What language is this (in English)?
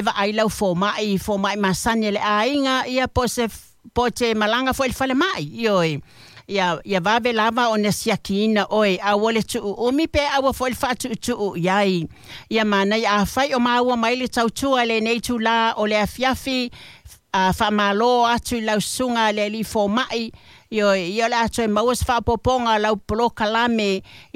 Samoan